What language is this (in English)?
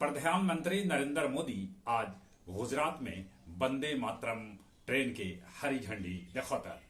Magahi